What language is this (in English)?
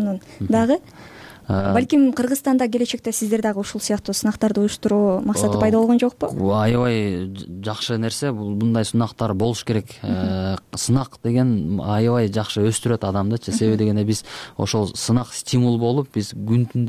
Kyrgyz